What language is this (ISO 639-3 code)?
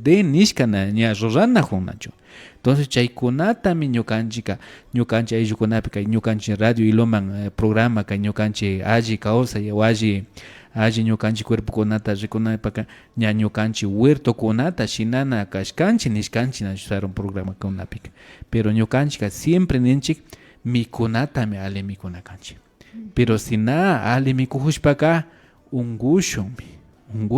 qvi